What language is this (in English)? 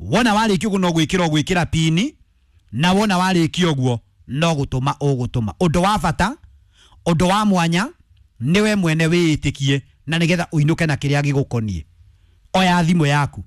Kikuyu